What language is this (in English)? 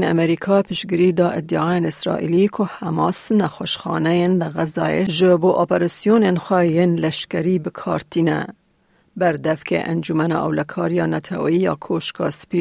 Kurdish